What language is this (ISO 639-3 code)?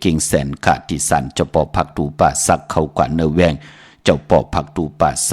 shn